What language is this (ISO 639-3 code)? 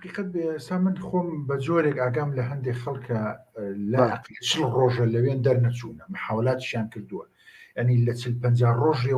ckb